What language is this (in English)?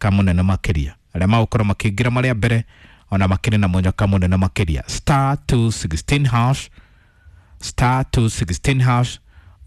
Kikuyu